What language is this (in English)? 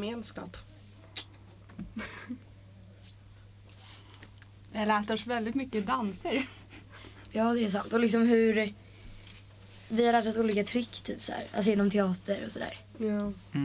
Swedish